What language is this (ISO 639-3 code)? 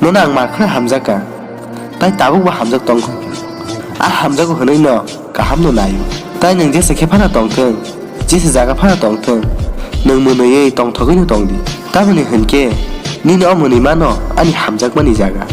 trp